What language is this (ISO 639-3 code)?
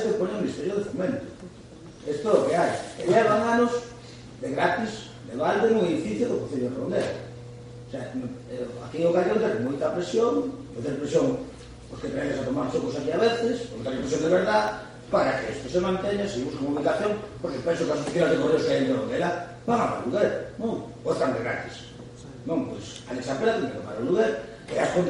glg